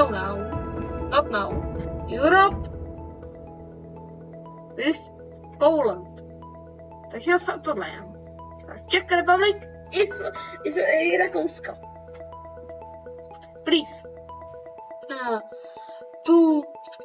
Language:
Czech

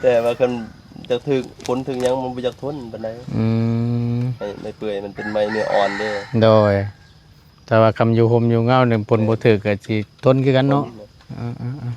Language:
Northeastern Thai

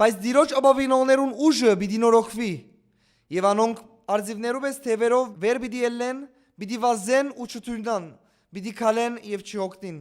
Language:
Western Armenian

